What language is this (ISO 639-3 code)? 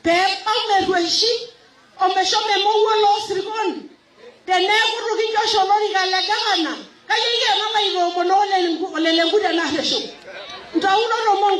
mas